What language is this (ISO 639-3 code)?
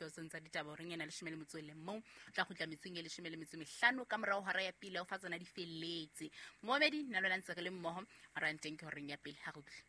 sot